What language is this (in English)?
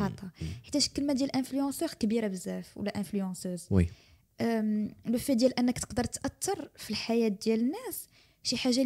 Moroccan Arabic